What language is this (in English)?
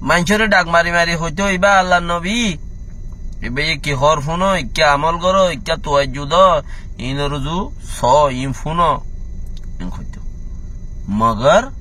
Rohingya